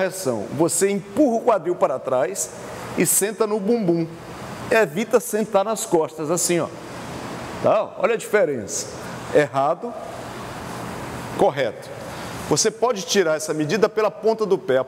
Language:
Portuguese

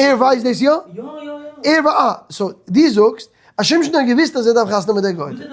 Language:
Yiddish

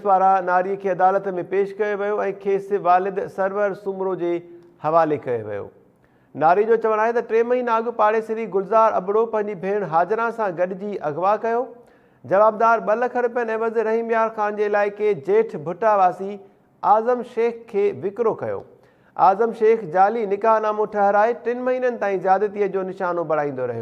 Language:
Sindhi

